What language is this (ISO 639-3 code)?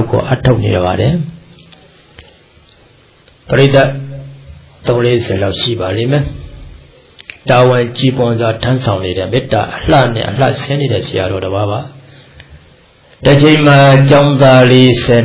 mya